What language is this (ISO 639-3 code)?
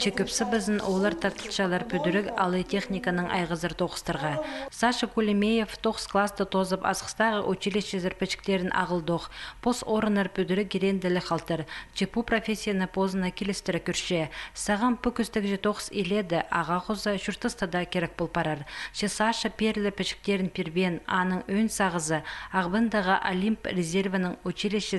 kjh